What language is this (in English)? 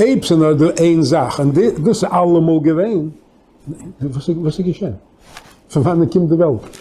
Yiddish